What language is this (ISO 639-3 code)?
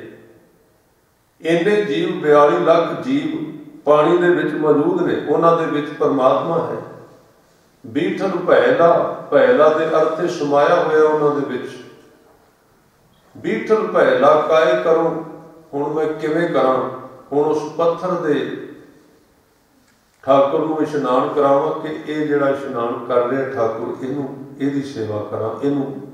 pan